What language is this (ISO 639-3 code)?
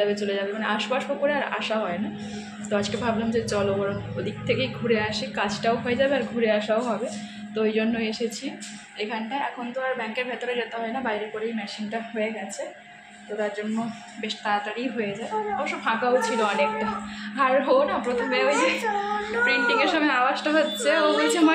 ben